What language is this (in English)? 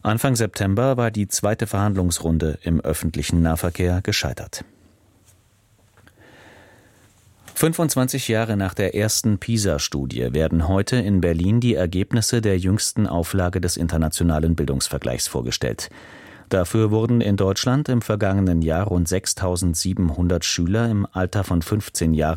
German